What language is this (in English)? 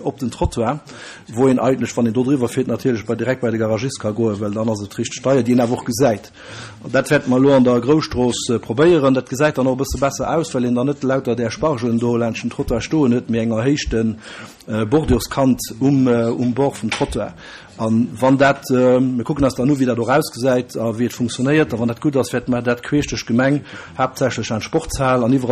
Luxembourgish